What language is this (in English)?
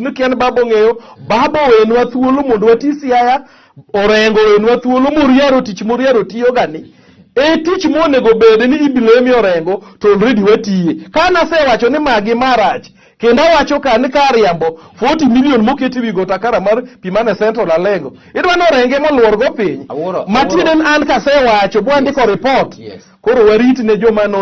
Luo (Kenya and Tanzania)